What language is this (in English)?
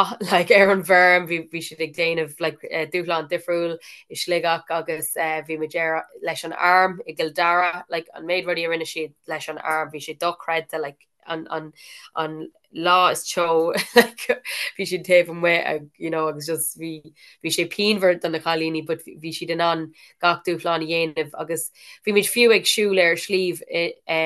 Irish